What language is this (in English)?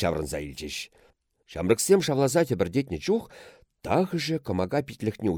Chuvash